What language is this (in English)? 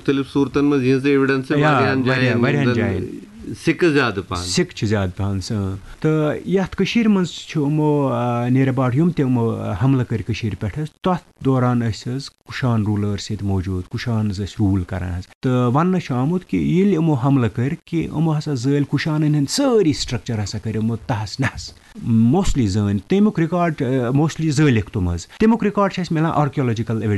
Kashmiri